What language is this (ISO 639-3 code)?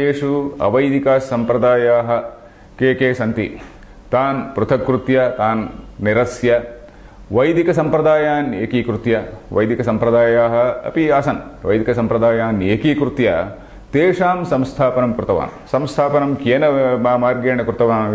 san